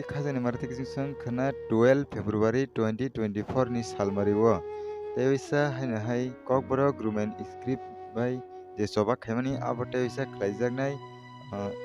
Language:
Kok Borok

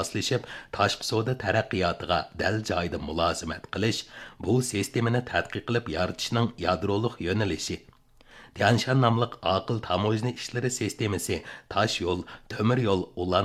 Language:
Uyghur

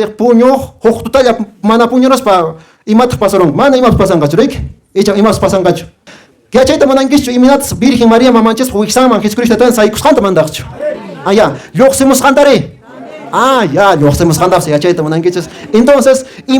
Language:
Quechua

